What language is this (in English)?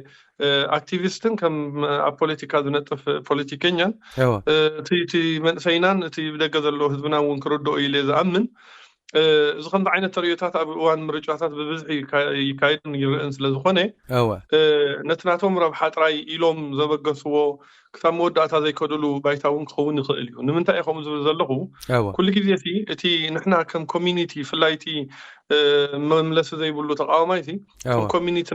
Tigrinya